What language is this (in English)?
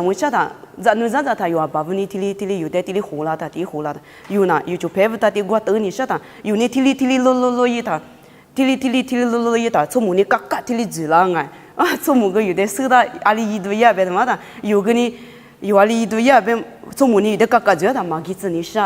Lisu